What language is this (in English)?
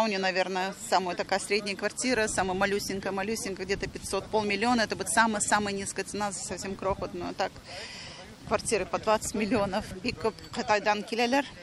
Tatar